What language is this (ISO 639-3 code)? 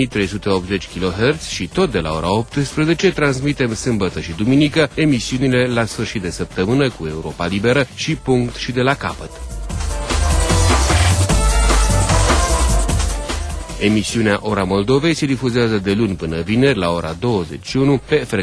ron